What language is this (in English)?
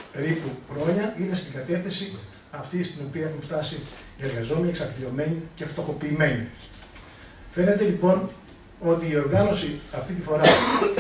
Greek